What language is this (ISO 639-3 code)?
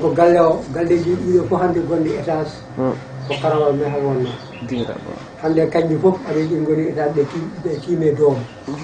ful